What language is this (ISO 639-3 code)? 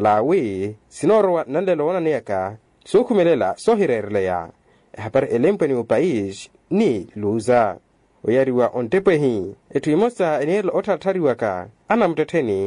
vmw